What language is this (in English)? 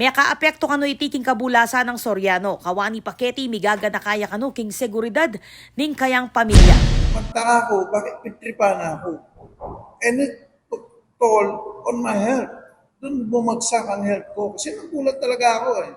Pampanga